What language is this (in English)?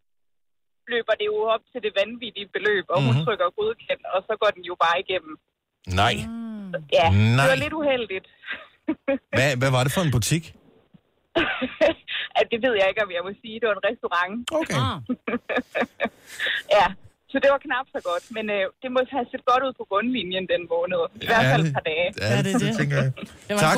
Danish